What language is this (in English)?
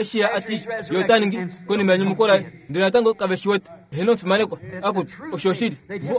Kuanyama